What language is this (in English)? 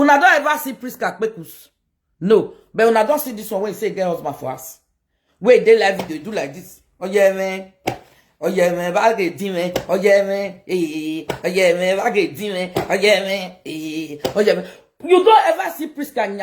Nigerian Pidgin